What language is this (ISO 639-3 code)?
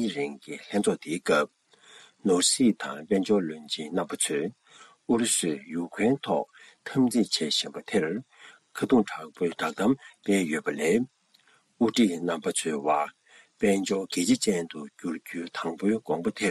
bod